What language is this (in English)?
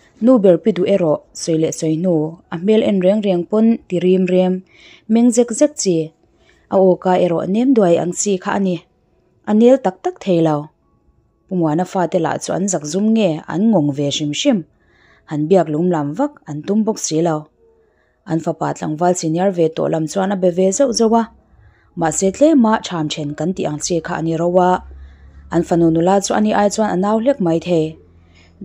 Mizo